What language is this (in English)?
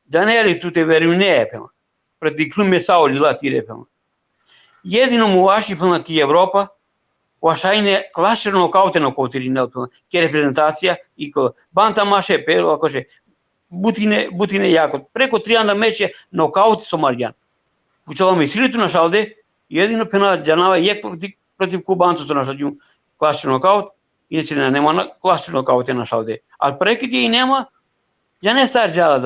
Balkan Romani